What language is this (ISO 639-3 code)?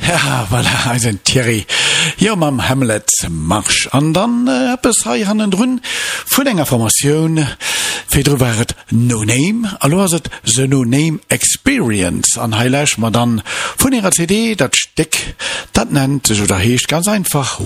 ltz